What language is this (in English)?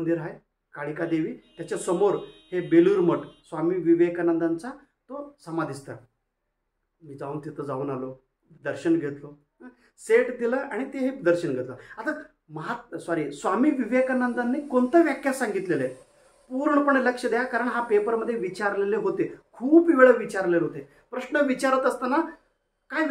Marathi